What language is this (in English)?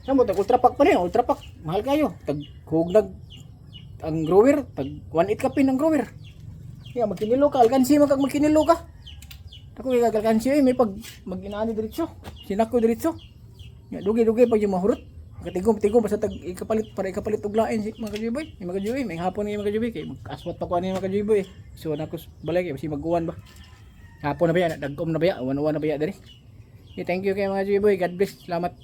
Cebuano